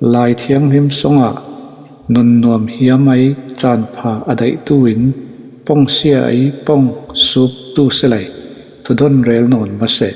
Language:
Falam Chin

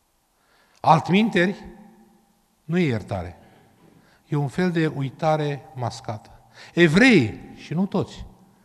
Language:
Romanian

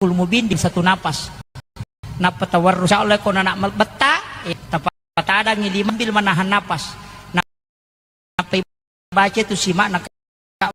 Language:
Buginese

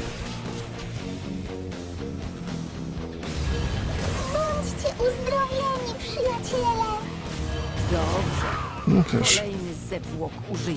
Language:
Polish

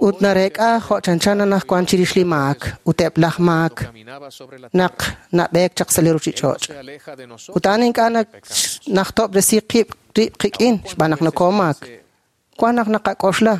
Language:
Kekchí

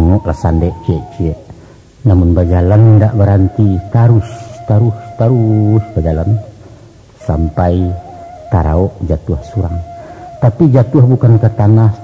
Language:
Minangkabau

